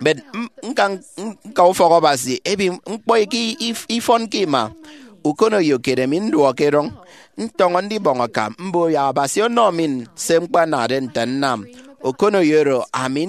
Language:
Efik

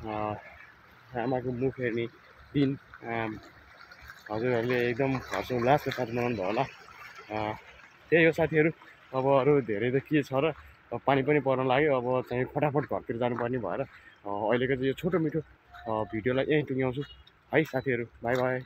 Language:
Nepali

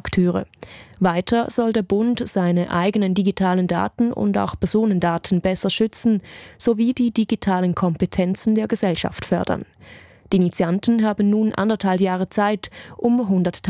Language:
German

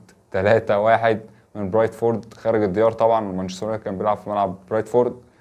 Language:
Egyptian Arabic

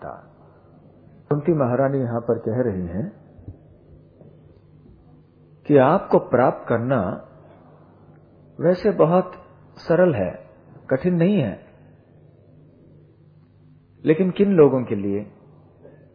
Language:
Hindi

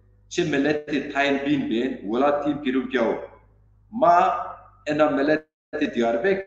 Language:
Zaza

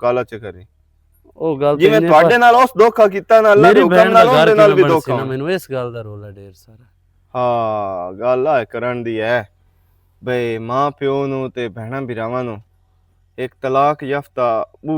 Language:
Western Panjabi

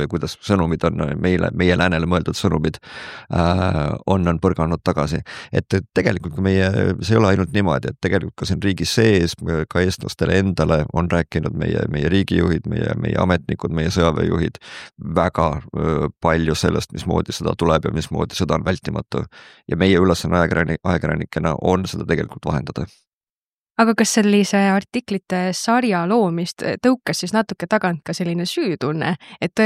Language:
Estonian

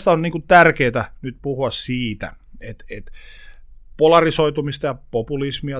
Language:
Finnish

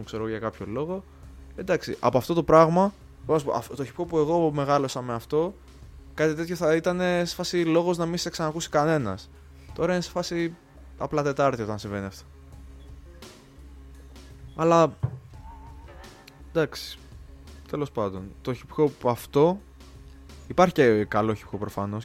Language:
Greek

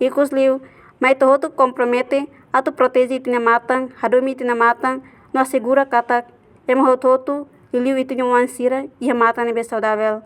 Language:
Tetum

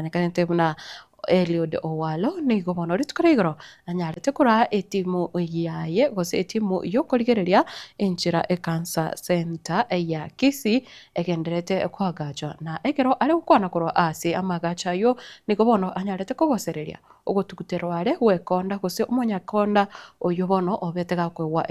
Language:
Gusii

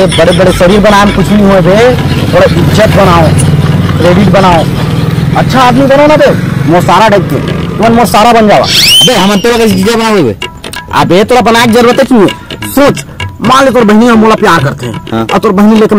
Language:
Chhattisgarhi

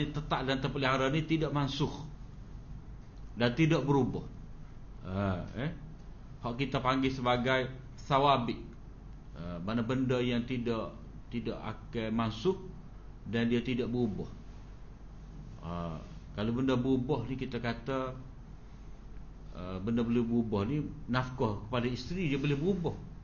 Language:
Malay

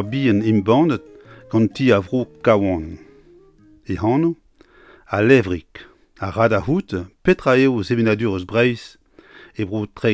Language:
Breton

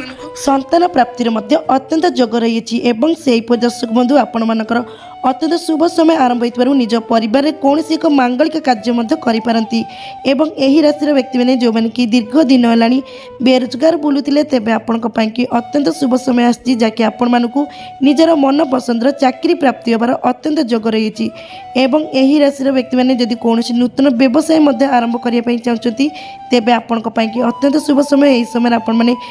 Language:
Odia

